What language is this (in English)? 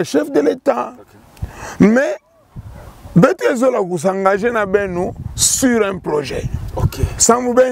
Kituba (Democratic Republic of Congo)